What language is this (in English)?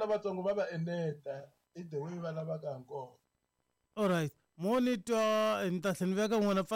Tsonga